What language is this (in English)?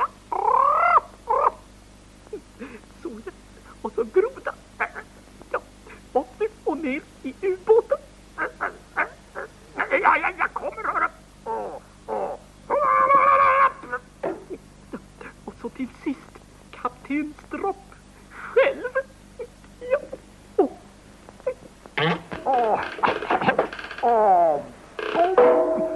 Swedish